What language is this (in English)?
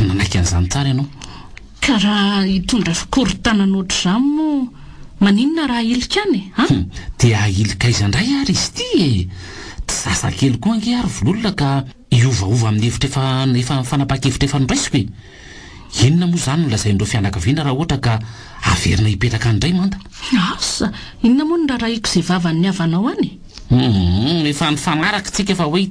Malagasy